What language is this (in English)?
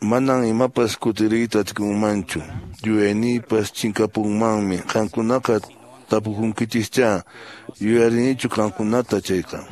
Quechua